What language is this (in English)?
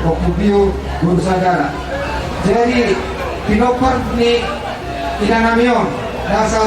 Batak Toba